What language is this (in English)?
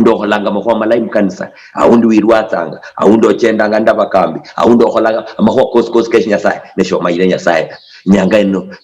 Luyia